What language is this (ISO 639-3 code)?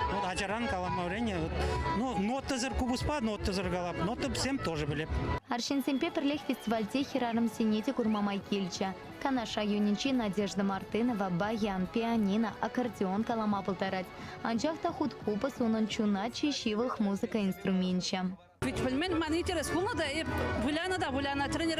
chv